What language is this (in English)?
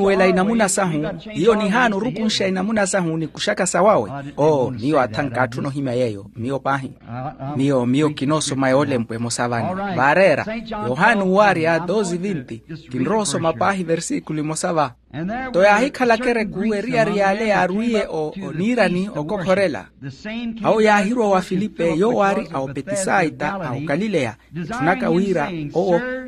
Makhuwa